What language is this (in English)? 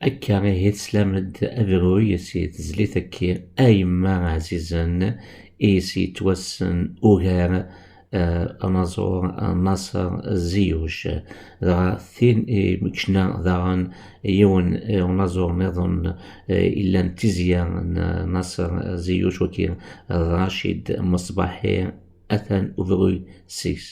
Kabyle